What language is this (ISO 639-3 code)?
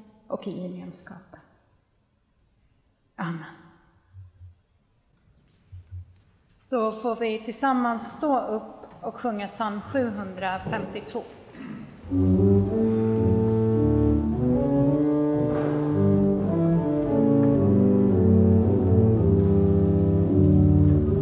swe